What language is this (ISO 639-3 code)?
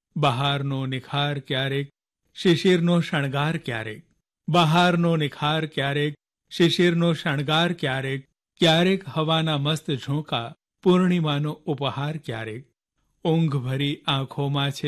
guj